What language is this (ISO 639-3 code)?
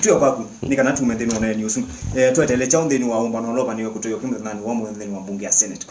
kam